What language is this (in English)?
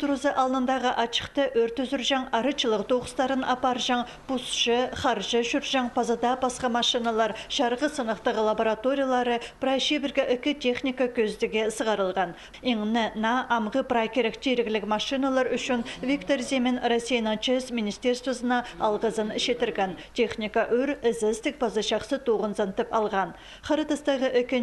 Khakas